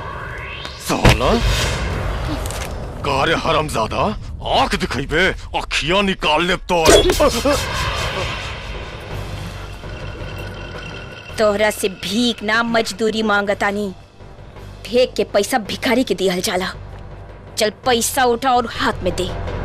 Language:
Bhojpuri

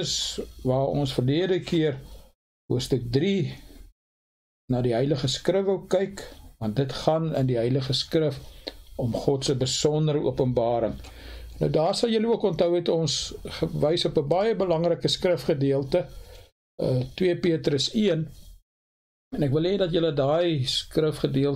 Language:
Afrikaans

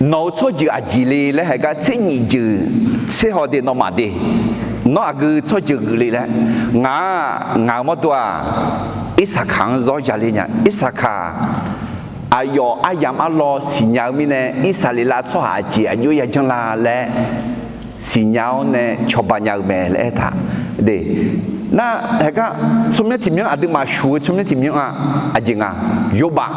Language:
Akha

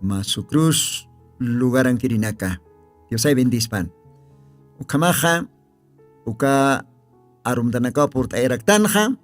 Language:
Aymara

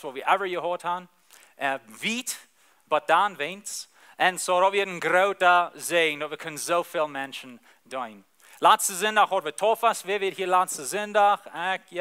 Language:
Plautdietsch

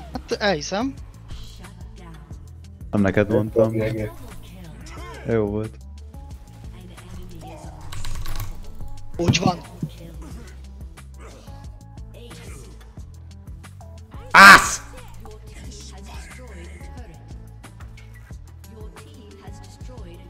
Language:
Hungarian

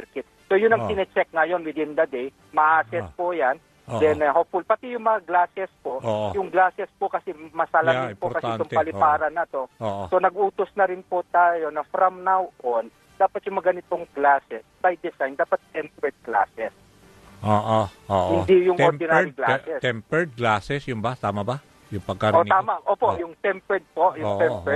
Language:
Filipino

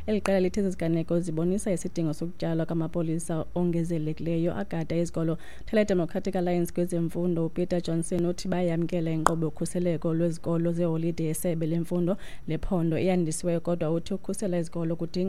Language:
Xhosa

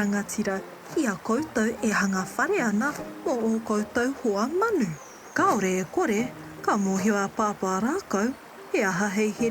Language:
Māori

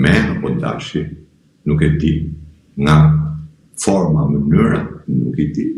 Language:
Albanian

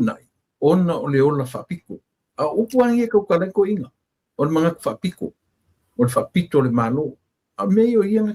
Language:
Samoan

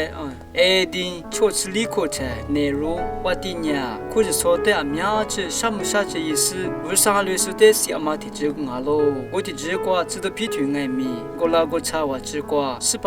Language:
Lisu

